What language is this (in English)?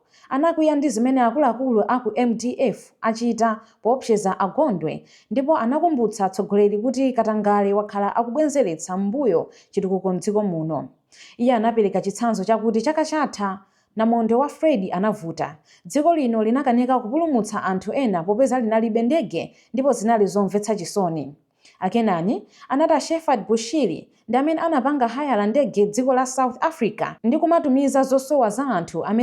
Nyanja